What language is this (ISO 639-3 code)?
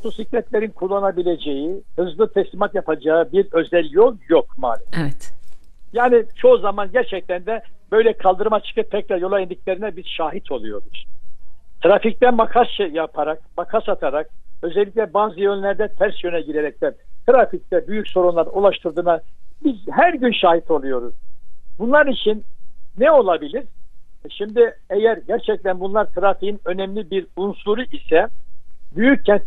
tur